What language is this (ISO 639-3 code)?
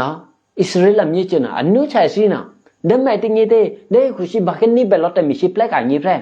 eky